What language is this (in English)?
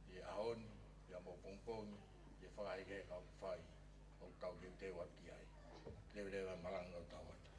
Tongan